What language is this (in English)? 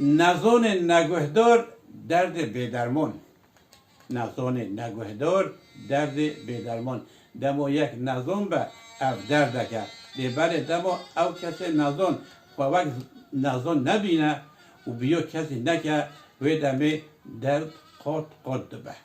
Kurdish